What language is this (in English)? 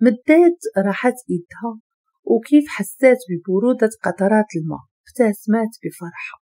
Moroccan Arabic